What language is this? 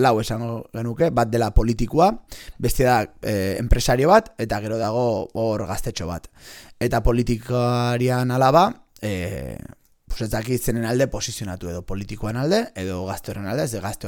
Basque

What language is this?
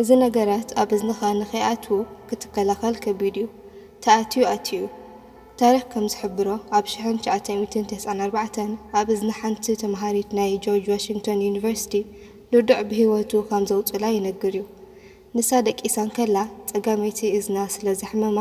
Tigrinya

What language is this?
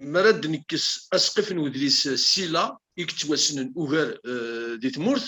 Kabyle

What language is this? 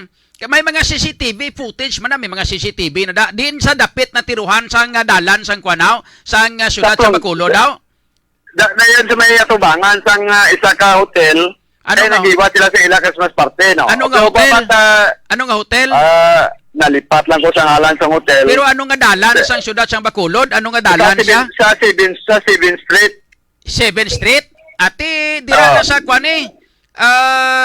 Hiligaynon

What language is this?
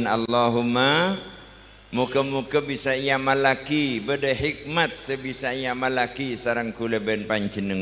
Madurese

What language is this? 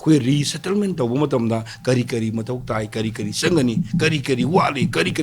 Manipuri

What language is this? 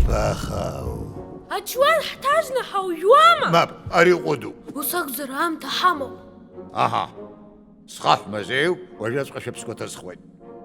Abkhazian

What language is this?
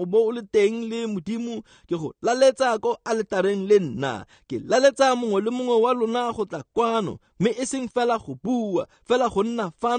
Tswana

